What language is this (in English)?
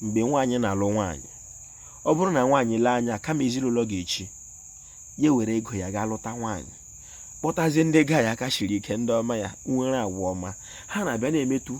Igbo